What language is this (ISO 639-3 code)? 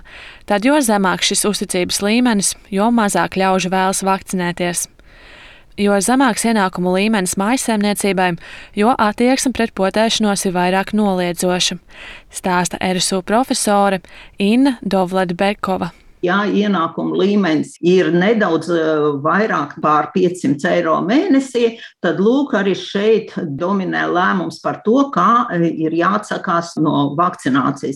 lav